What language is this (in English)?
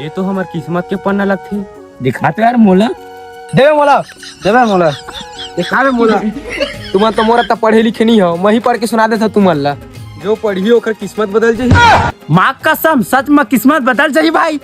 Chhattisgarhi